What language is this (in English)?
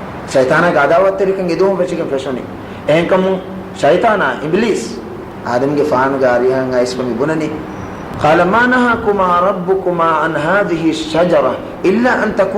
Divehi